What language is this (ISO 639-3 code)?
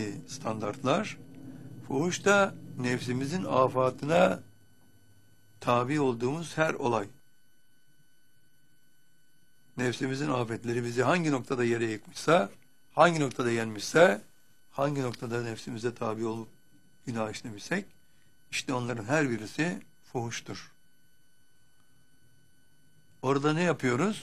tur